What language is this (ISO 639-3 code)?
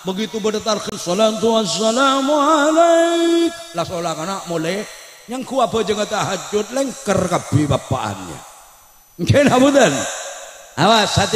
mad